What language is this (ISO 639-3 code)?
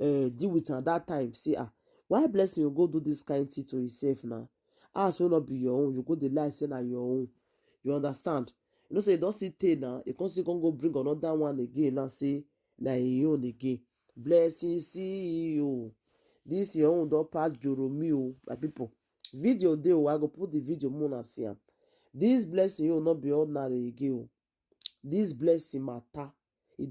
pcm